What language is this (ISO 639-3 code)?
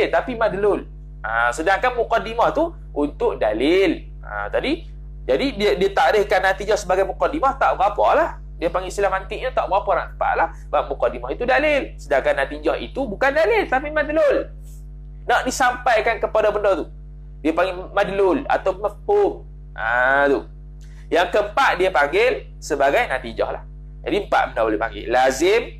msa